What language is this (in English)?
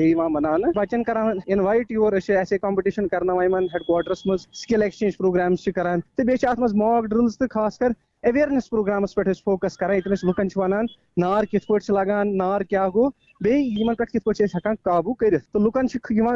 Kashmiri